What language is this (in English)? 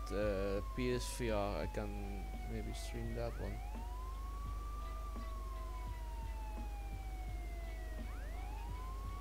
English